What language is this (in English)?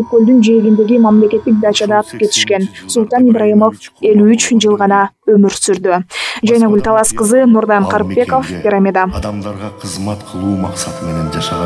Kyrgyz